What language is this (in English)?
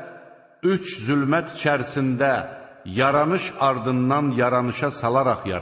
Azerbaijani